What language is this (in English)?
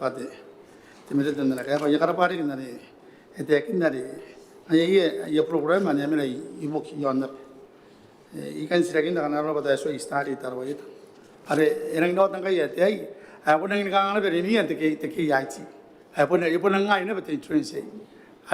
Gilbertese